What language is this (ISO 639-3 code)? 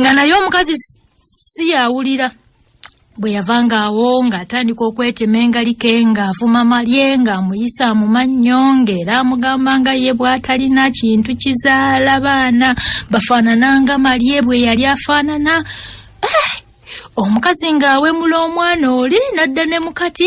lug